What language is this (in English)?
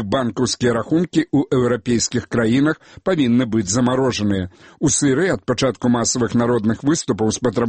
Belarusian